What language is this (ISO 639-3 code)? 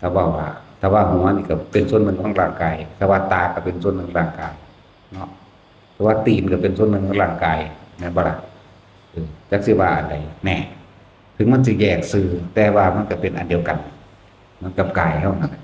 tts